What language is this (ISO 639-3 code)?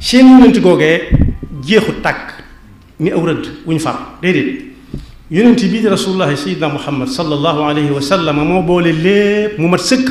wol